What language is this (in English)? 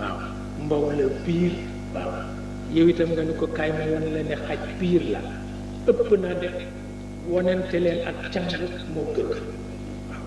Wolof